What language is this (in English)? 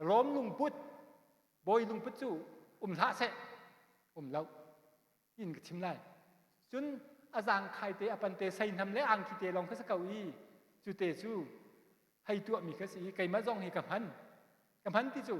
Hakha Chin